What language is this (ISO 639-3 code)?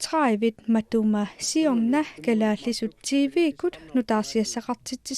kal